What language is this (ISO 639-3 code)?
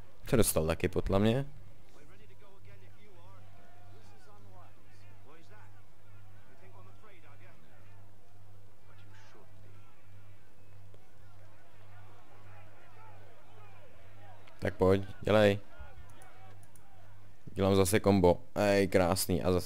ces